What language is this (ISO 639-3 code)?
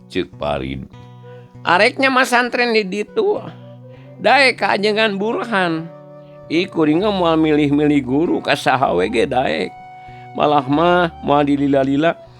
sun